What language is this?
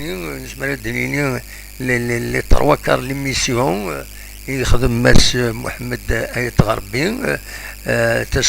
Kabyle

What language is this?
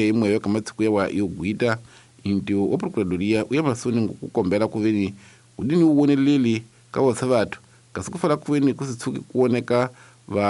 Tsonga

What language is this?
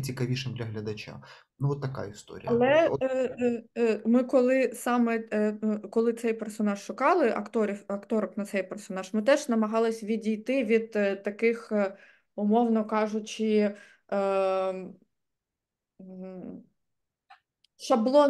Ukrainian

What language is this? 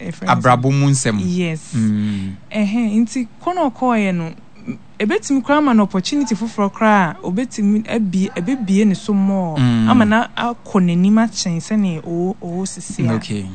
Akan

